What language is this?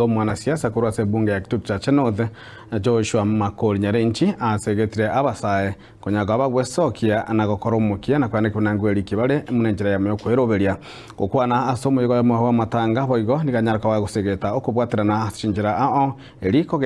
Gusii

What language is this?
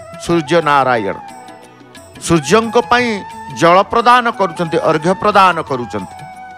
Odia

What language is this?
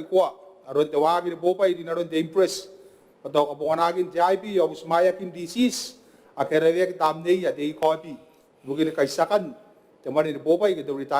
Gilbertese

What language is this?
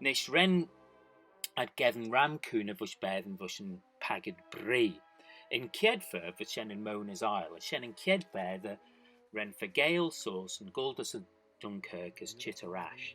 Manx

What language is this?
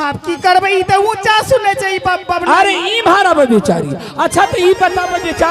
Angika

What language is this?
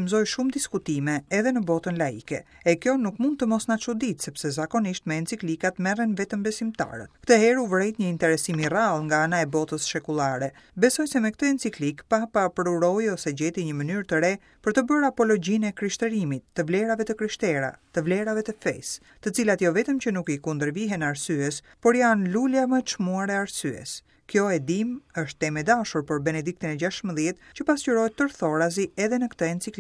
Albanian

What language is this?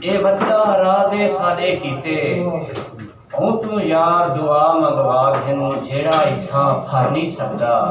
Saraiki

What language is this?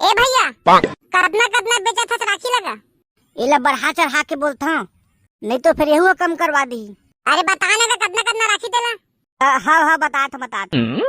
Chhattisgarhi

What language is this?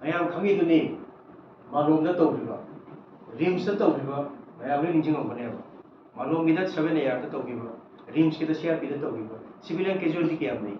Manipuri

